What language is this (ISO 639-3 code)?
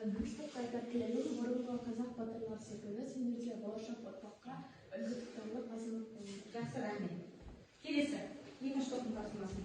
kaz